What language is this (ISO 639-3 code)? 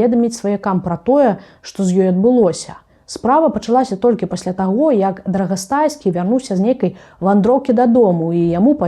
bel